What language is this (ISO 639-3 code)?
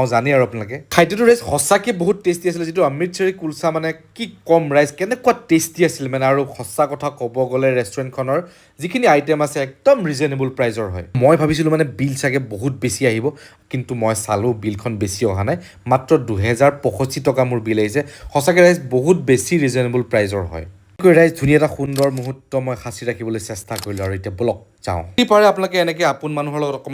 asm